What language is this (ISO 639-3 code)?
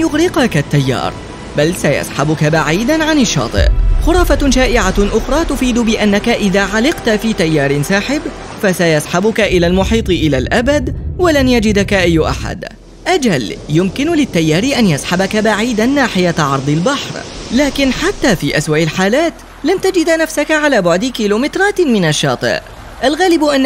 ara